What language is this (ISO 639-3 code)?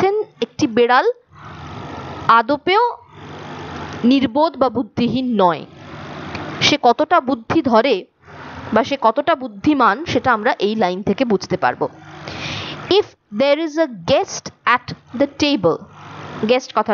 ben